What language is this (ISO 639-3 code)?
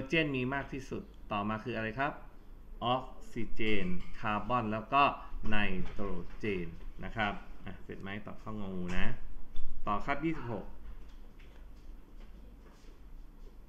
tha